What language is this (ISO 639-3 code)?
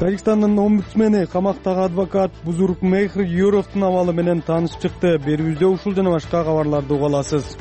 kir